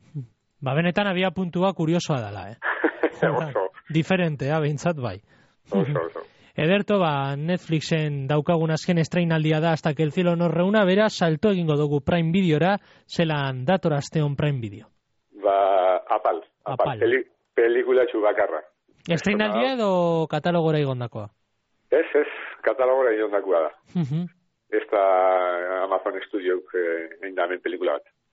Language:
Basque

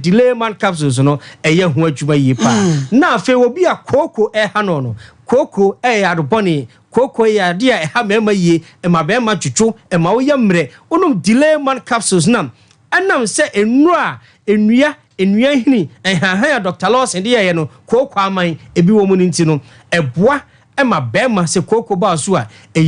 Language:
Akan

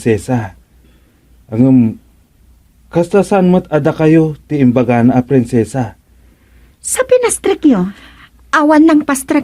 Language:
Iloko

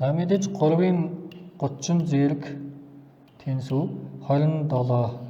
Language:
Mongolian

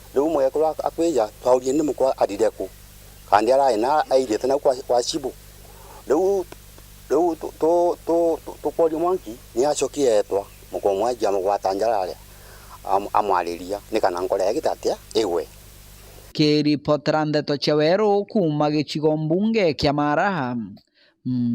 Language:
Meru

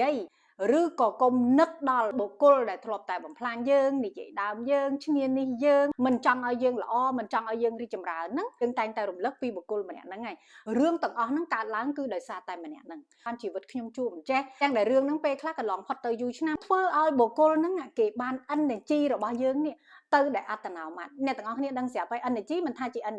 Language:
Khmer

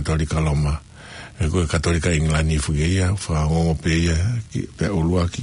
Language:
Tongan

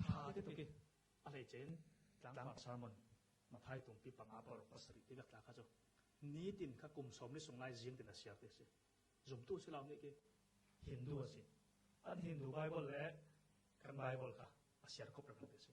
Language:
Falam Chin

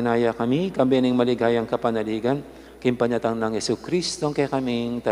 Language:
Pampanga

